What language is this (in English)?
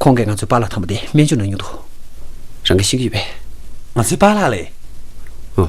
Tibetan